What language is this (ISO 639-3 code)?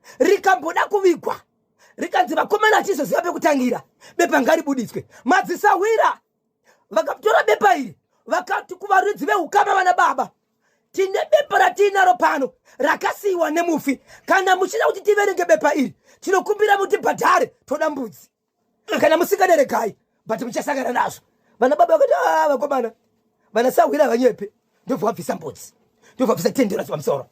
sna